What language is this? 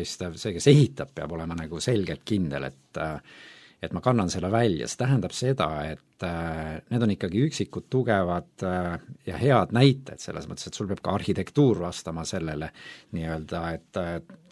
Estonian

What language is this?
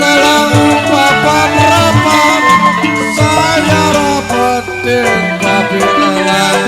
Betawi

